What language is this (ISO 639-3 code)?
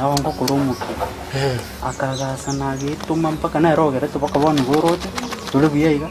guz